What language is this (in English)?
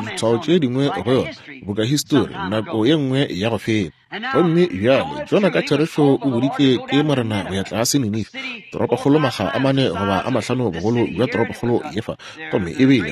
Northern Sotho